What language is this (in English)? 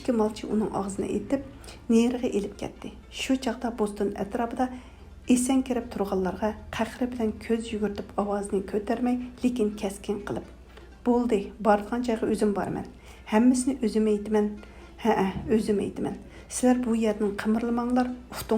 Uyghur